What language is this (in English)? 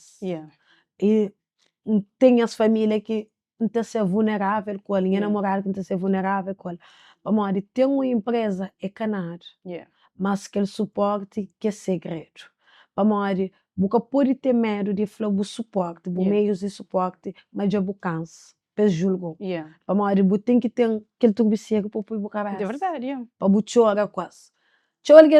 Kabuverdianu